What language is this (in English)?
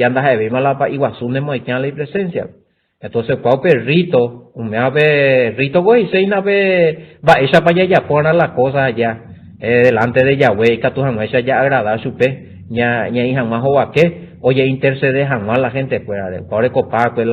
Guarani